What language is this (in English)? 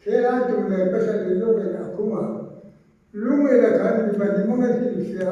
Hmar